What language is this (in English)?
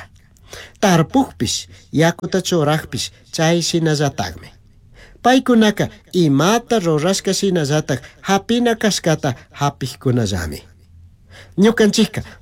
Chimborazo Highland Quichua